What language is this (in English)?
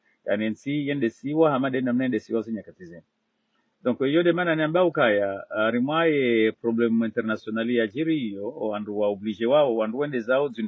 Ngazidja Comorian